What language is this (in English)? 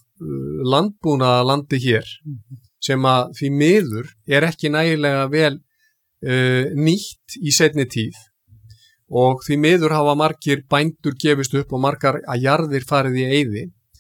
Icelandic